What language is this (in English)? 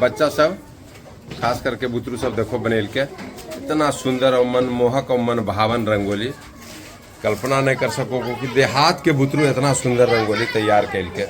Magahi